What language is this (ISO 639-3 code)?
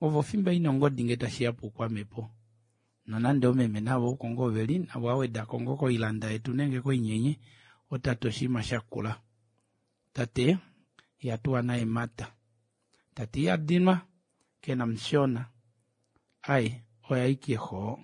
kua